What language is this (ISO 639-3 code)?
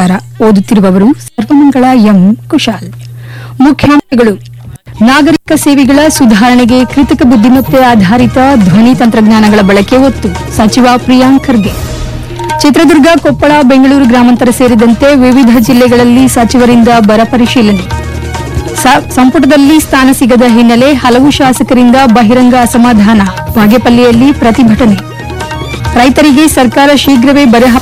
kan